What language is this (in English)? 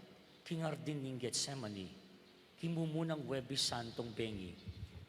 Pampanga